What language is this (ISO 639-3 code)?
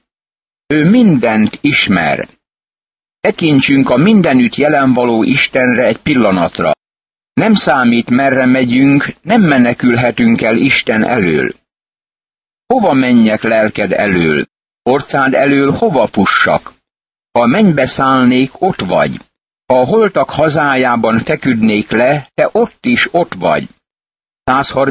hun